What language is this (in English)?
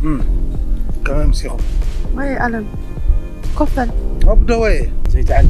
Tigrinya